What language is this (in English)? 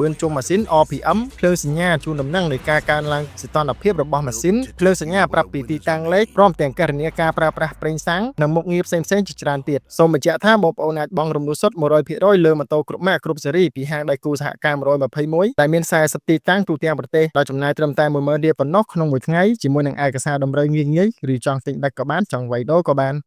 Khmer